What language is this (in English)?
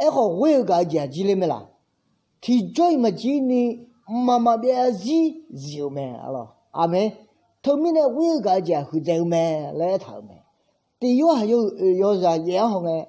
Akha